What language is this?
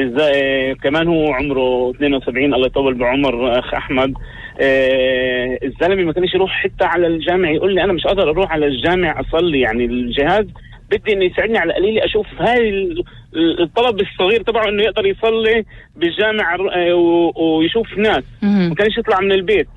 North Levantine Arabic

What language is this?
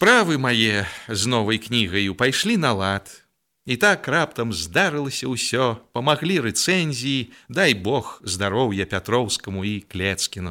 Belarusian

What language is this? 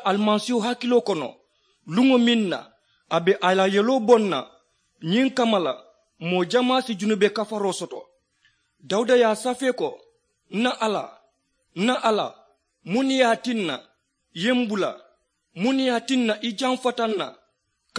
Mandingo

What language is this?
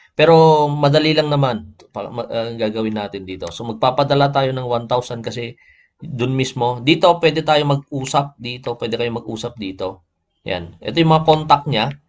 Filipino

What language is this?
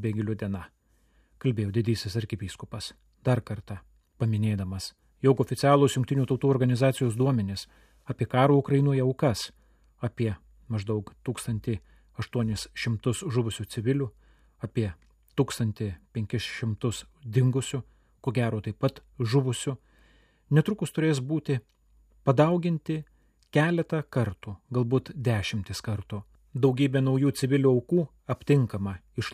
Lithuanian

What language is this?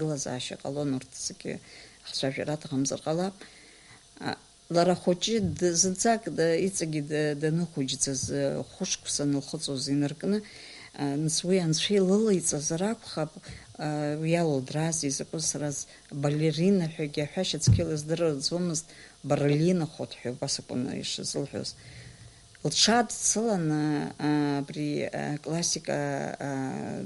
Abkhazian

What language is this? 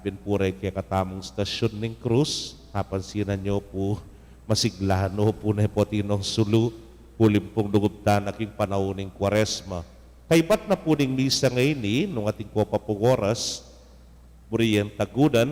Pampanga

